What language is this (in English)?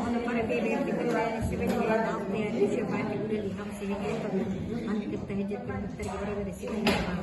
Yakut